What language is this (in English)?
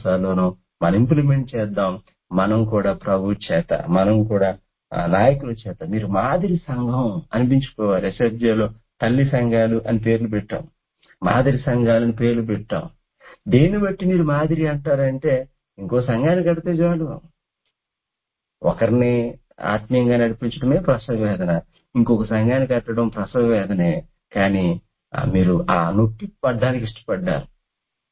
Telugu